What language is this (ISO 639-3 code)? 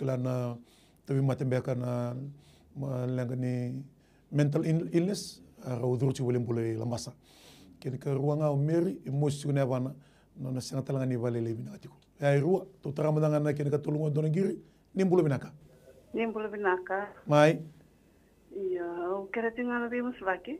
fij